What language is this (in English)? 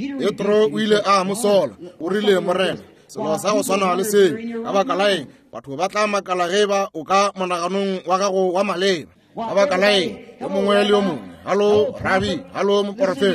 Northern Sotho